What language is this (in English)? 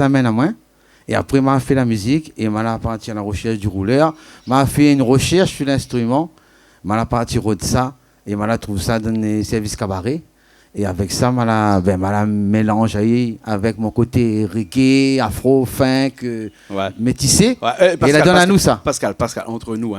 Réunion Creole French